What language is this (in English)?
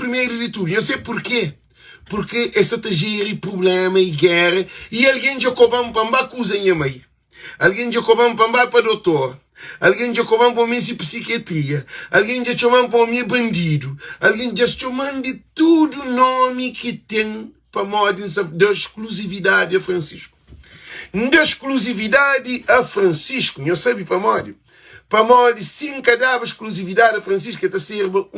Kabuverdianu